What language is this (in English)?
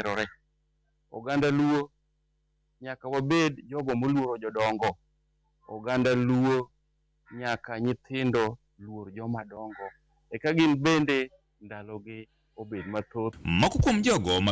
Luo (Kenya and Tanzania)